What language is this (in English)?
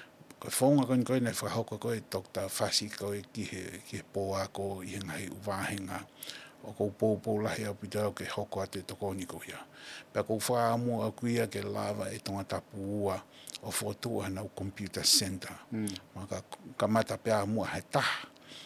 Tongan